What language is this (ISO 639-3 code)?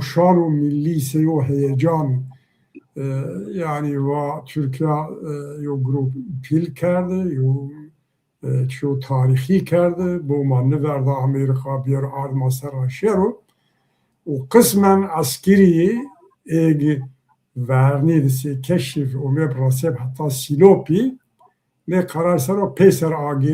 zza